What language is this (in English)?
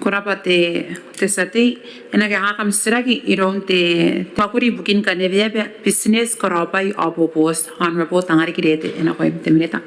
Gilbertese